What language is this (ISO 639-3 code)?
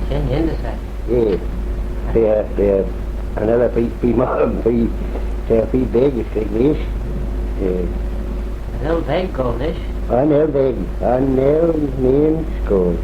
glv